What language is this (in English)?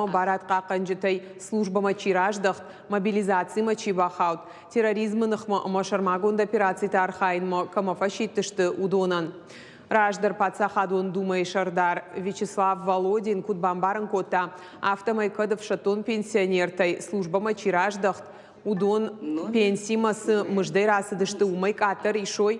Ossetic